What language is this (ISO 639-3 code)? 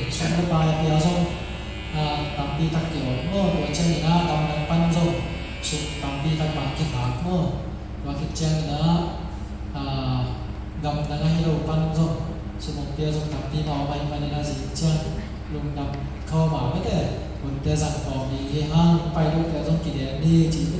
ctd